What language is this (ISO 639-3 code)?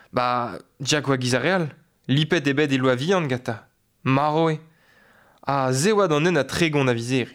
bre